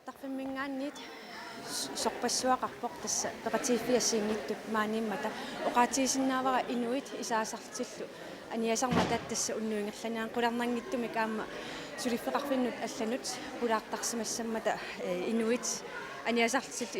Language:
Kalaallisut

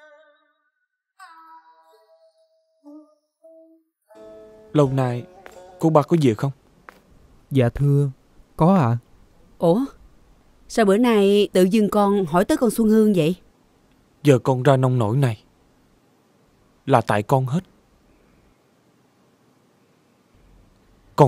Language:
Vietnamese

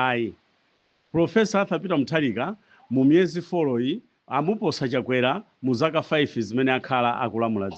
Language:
Nyanja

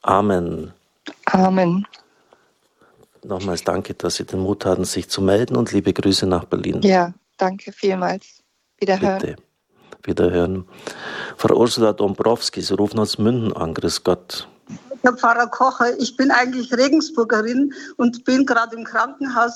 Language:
German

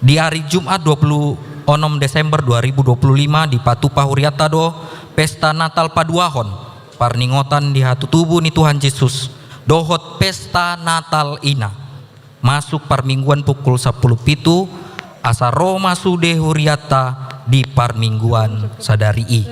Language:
Batak Toba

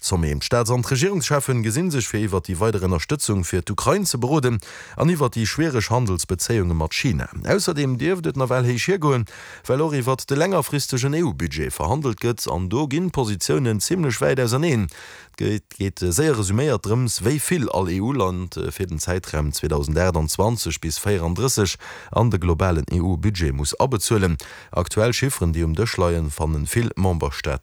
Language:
Luxembourgish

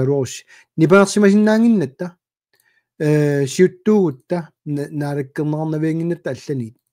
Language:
Kalaallisut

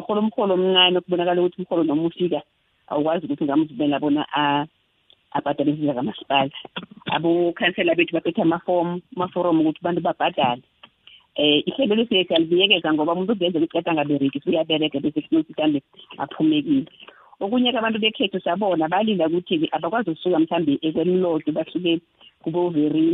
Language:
South Ndebele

